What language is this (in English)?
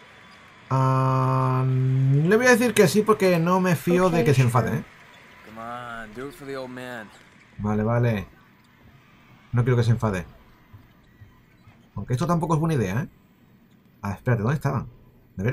Spanish